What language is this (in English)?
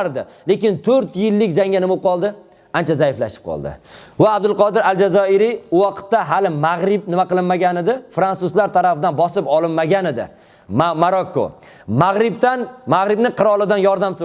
Uzbek